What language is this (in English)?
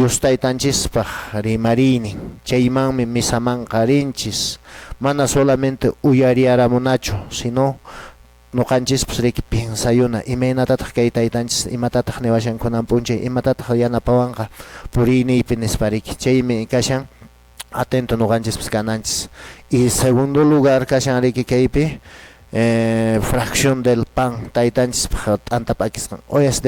Quechua